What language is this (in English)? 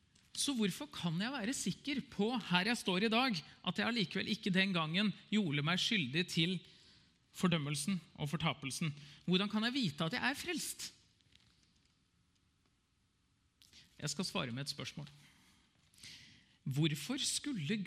Norwegian